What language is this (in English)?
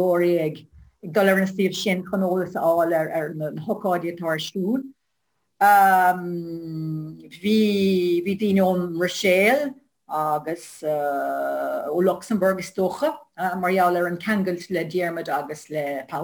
Irish